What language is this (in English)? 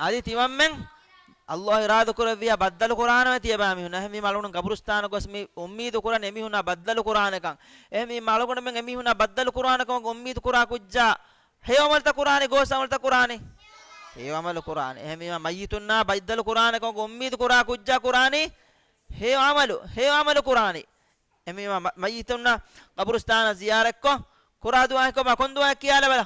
Divehi